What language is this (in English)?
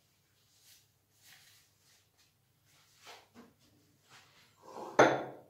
Ukrainian